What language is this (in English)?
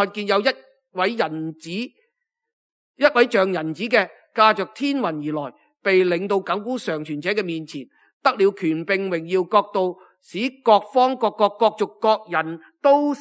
Cantonese